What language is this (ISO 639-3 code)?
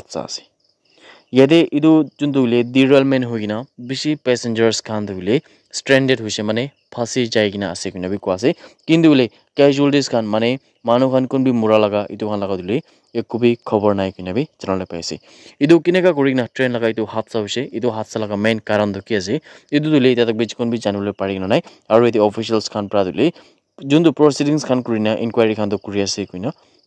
nag